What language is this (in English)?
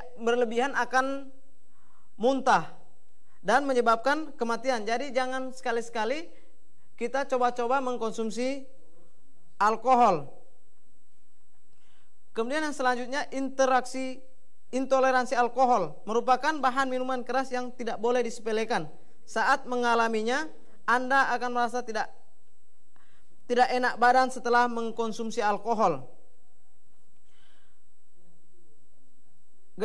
Indonesian